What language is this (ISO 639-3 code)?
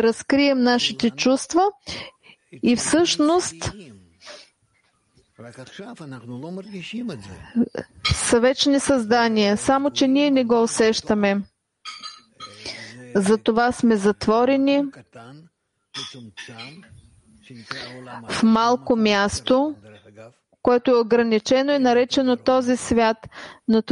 bul